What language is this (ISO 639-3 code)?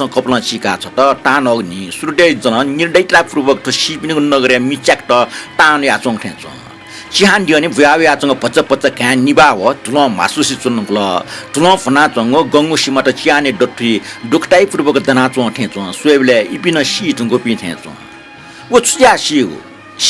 new